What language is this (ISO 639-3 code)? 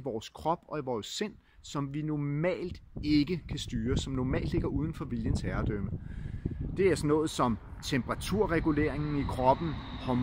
dan